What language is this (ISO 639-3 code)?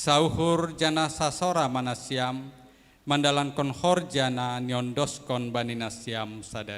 bts